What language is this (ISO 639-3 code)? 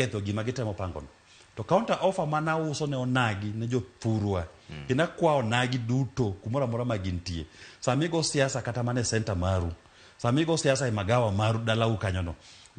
luo